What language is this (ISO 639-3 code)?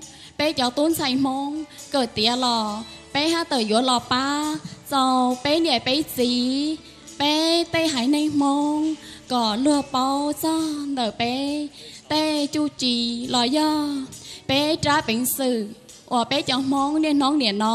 hmn